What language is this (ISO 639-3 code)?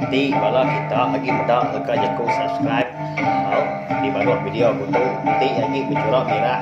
iba